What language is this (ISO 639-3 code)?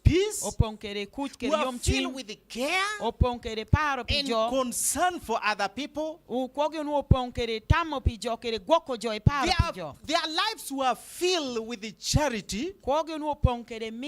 laj